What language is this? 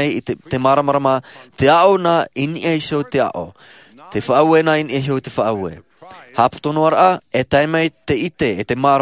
Tahitian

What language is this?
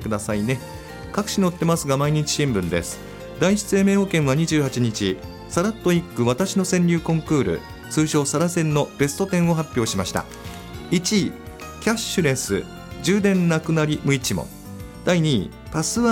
Japanese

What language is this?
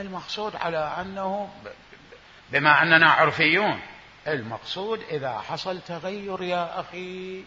Mesopotamian Arabic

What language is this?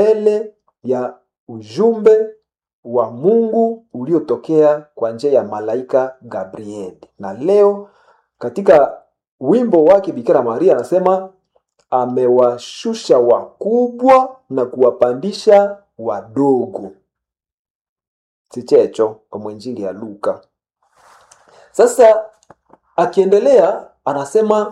Swahili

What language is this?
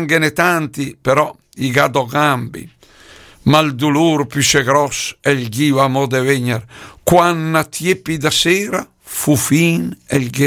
Lombard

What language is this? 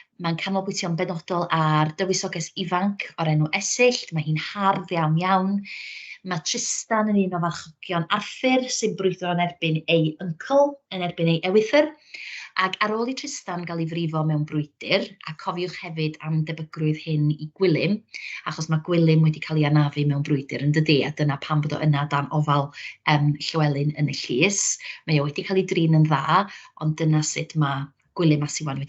Welsh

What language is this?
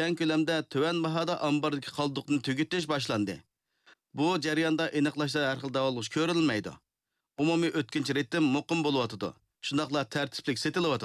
Uyghur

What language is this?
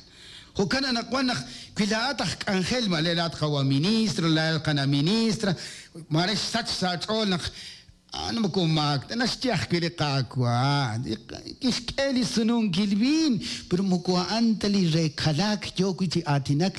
Kekchí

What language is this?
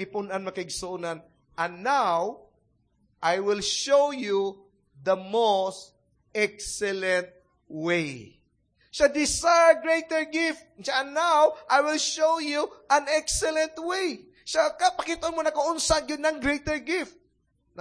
Cebuano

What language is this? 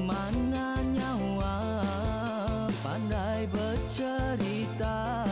Iban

